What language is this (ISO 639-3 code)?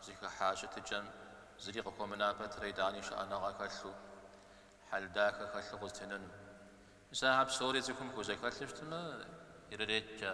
kbd